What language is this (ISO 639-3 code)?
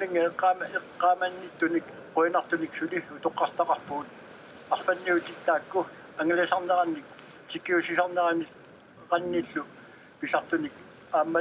kal